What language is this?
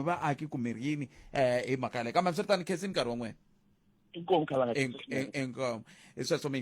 Tsonga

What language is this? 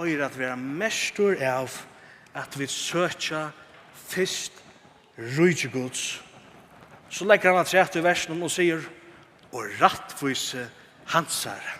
Faroese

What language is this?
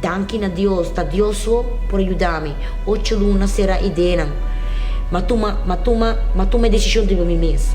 Papiamento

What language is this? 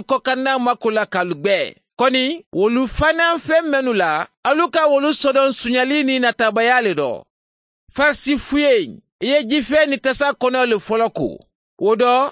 Mandingo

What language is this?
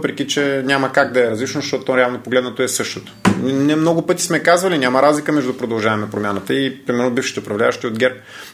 Bulgarian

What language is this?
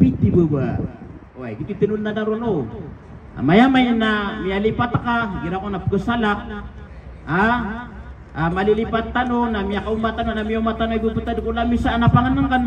Maranao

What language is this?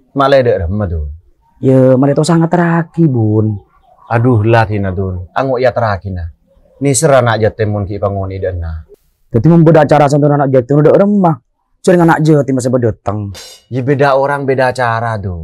Madurese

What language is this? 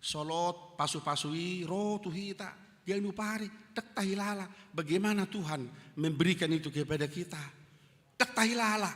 Batak Toba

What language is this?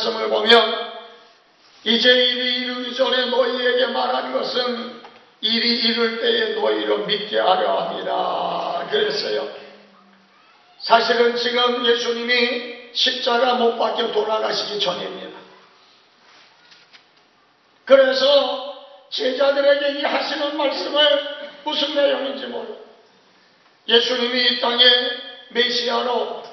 Korean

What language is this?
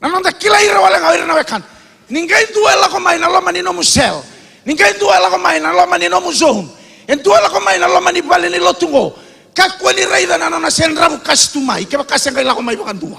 Fijian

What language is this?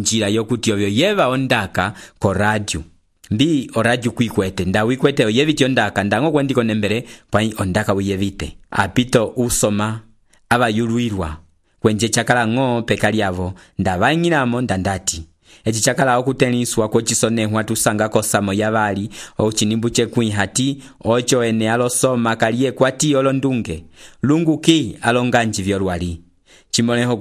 Umbundu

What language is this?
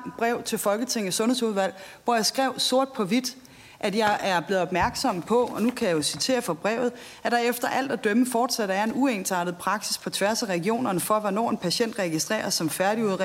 Danish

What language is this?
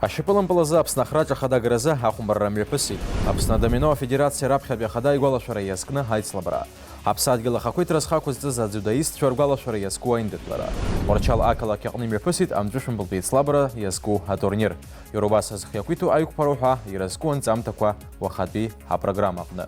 Abkhazian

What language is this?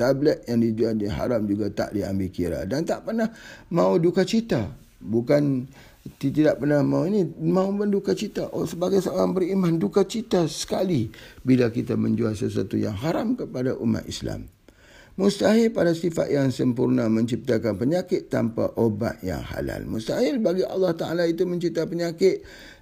Malay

